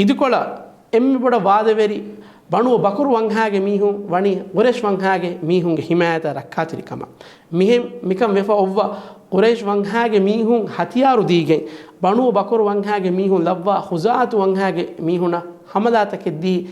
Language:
Divehi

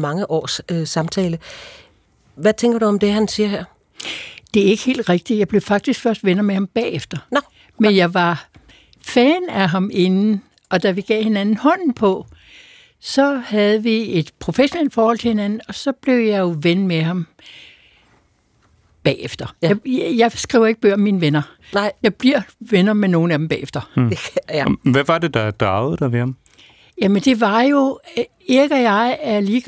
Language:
Danish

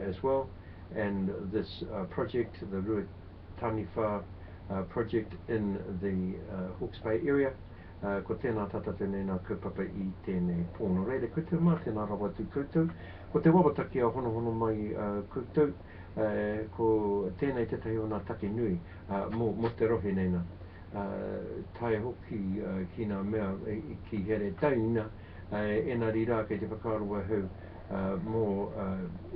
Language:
Māori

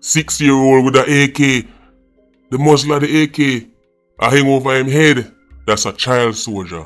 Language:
Jamaican Creole English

